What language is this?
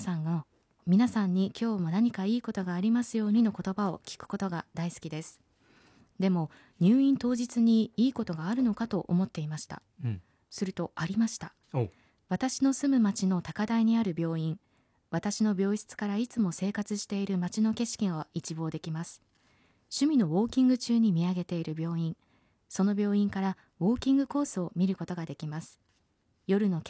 Japanese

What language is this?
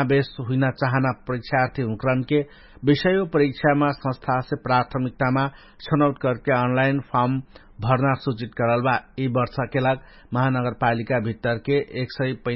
Dangaura Tharu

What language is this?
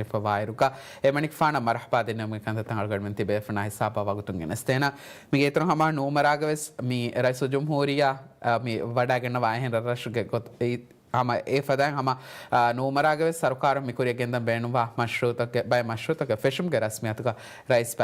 Divehi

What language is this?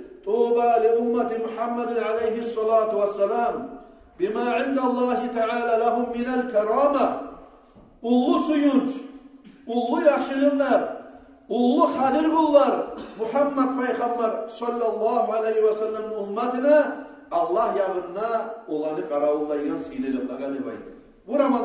Kumyk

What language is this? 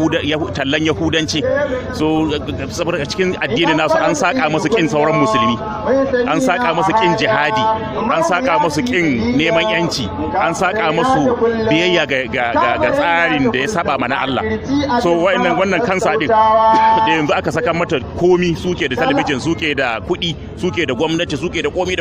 Hausa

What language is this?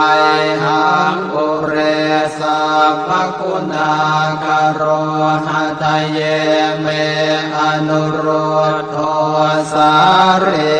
Pali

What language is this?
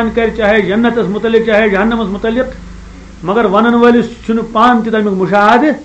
Kashmiri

